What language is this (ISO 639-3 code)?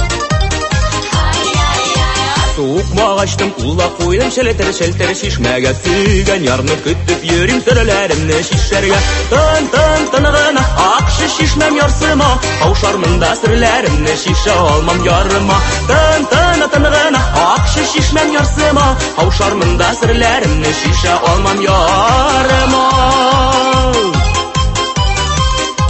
tat